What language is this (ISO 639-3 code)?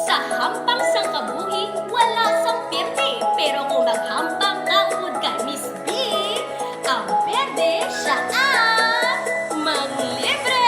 hil